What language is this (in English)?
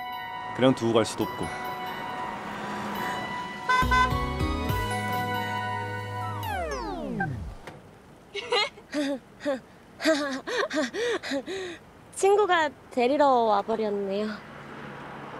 Korean